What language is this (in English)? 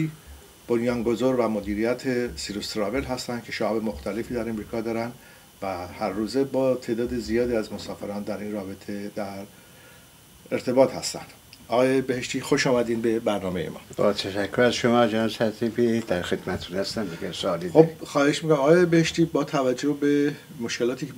Persian